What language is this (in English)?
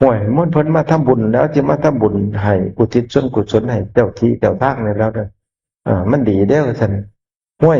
Northeastern Thai